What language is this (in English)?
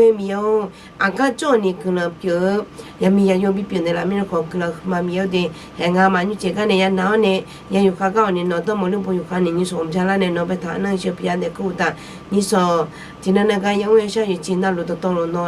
Akha